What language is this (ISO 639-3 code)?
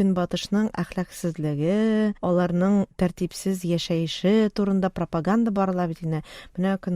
tat